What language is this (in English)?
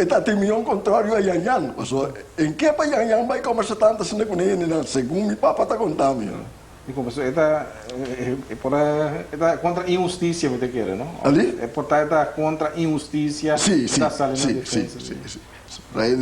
Papiamento